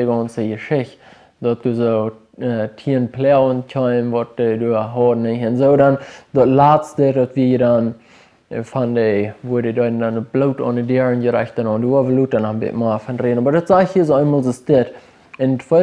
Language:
Plautdietsch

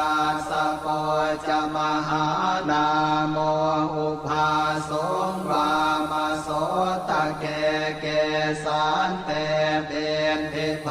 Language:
Pali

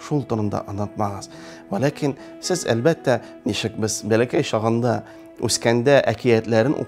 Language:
Tatar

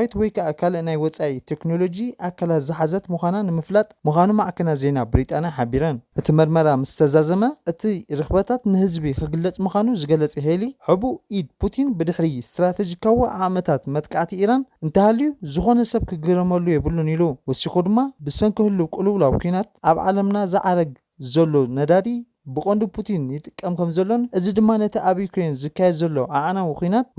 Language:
Tigrinya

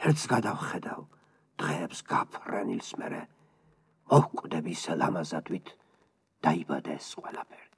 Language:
Georgian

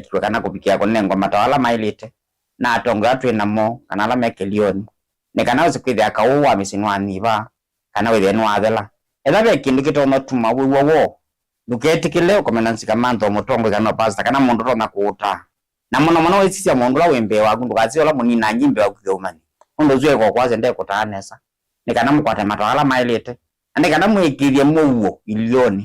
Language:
Kamba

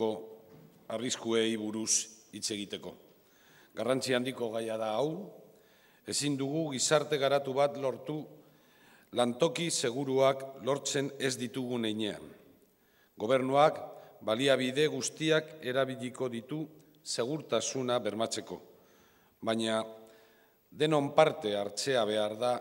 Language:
Basque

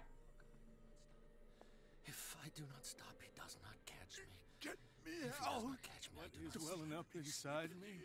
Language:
English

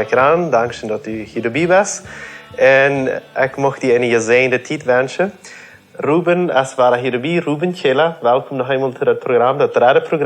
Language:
Plautdietsch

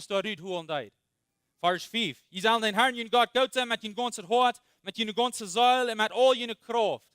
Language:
Plautdietsch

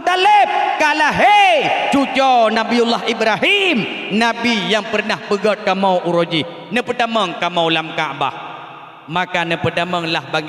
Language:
Achinese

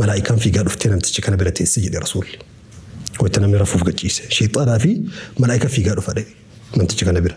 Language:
Oromo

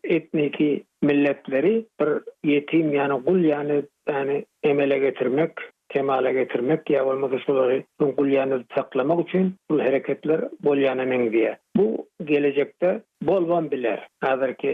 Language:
Turkmen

